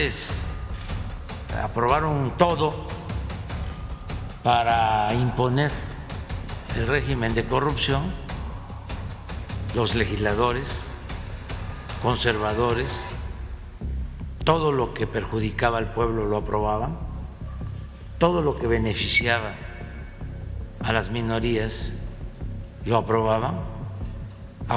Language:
Spanish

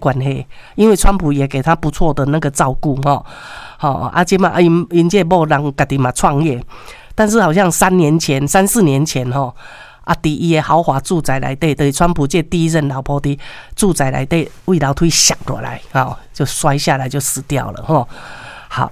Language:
Min Nan Chinese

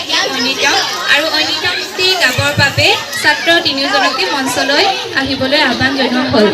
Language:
Assamese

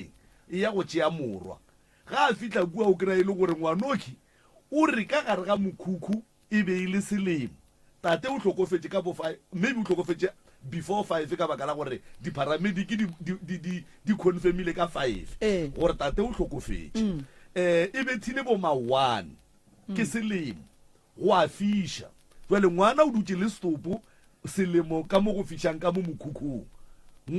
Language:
Northern Sotho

